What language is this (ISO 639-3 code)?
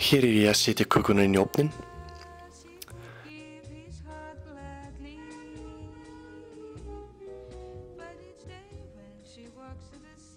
isl